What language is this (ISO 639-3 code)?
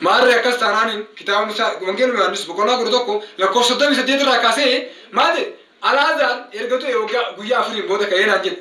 orm